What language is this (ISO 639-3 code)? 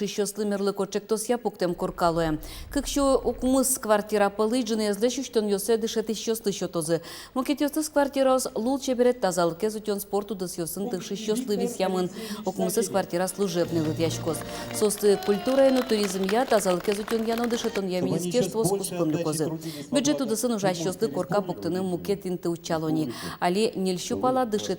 udm